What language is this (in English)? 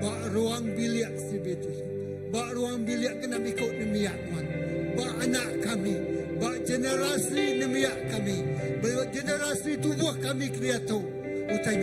Iban